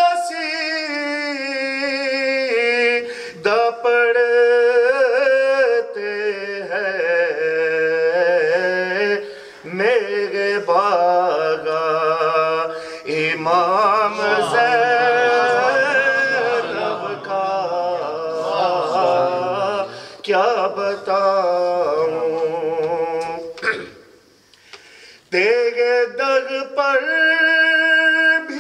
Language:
Urdu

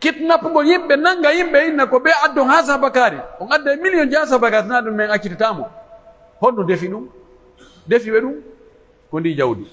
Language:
Pular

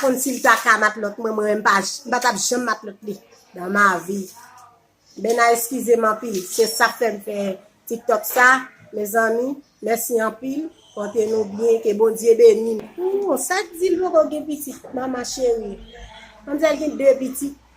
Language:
Haitian Creole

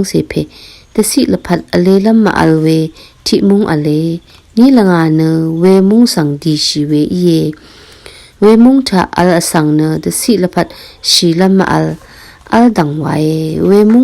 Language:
Rawang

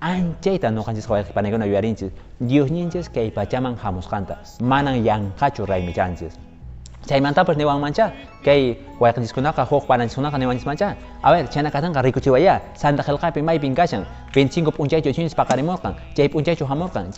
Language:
Quechua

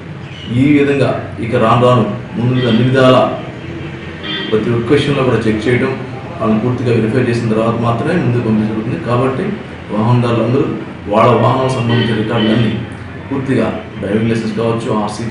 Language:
Telugu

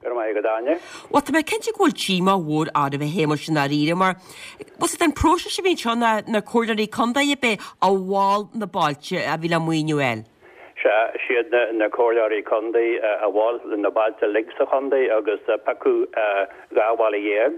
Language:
Irish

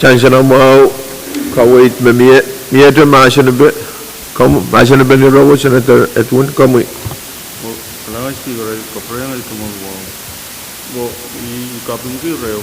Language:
Pohnpeian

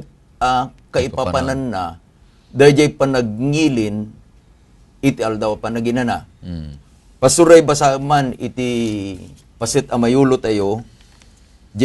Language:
Iloko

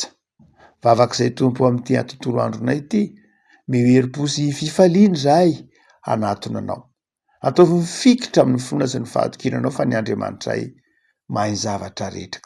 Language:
Malagasy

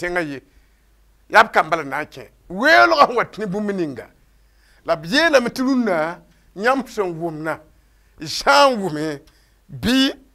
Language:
Mossi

